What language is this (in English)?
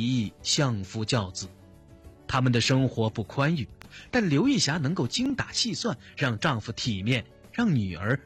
Chinese